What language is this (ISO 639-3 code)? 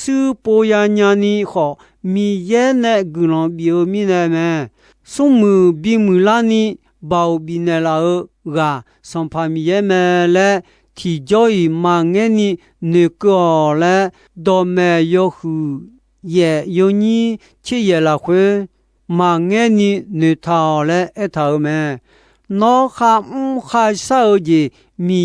ahk